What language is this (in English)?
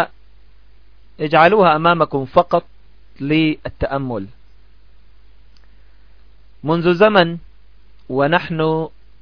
Arabic